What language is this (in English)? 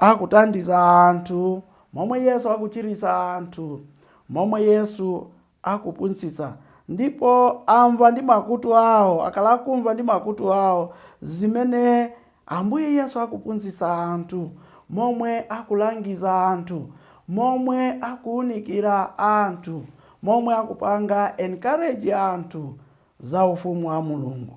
Nyanja